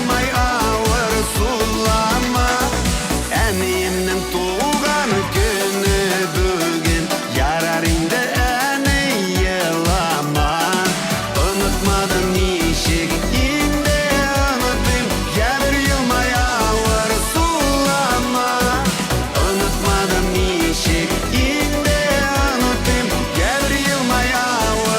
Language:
Bashkir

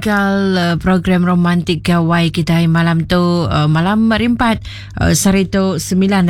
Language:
Iban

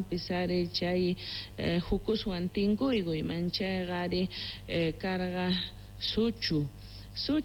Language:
Quechua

